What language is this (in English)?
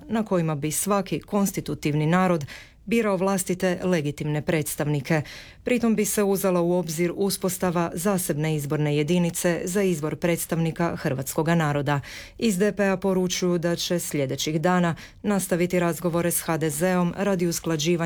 Croatian